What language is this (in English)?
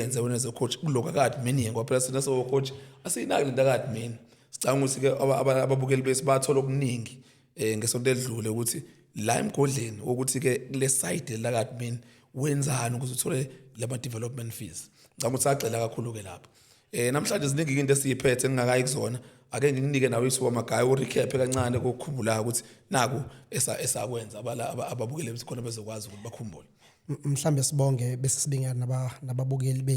Zulu